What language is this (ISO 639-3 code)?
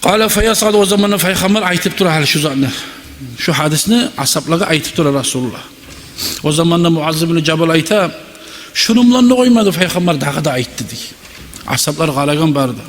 kum